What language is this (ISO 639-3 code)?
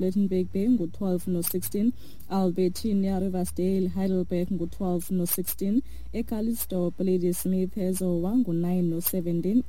xho